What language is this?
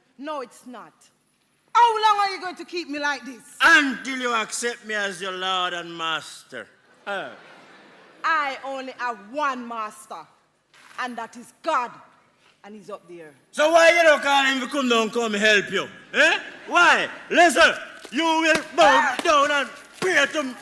Jamaican Creole English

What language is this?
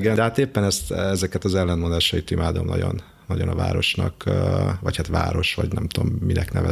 Hungarian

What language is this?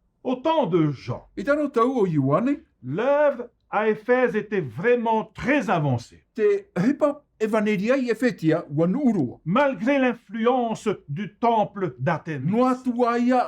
Tahitian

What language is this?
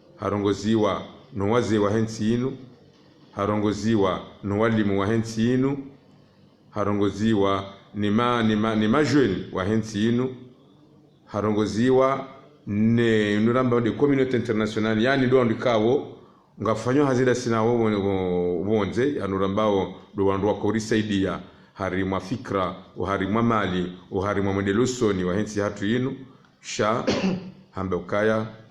Ngazidja Comorian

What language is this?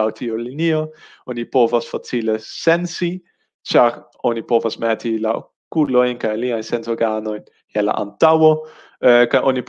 Esperanto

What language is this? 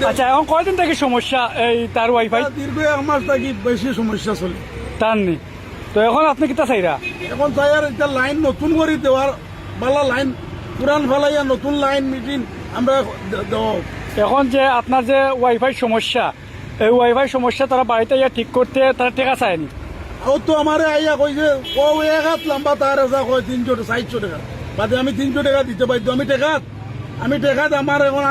Sylheti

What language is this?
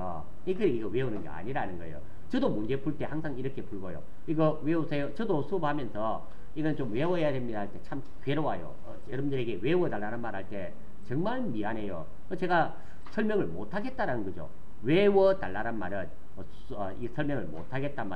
Korean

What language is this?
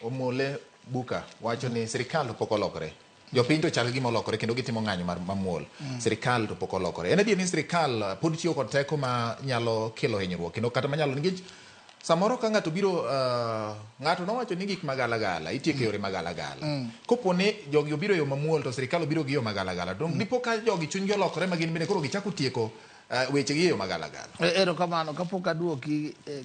Luo (Kenya and Tanzania)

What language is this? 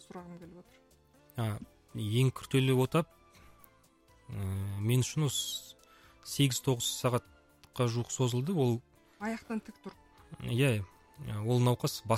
Kazakh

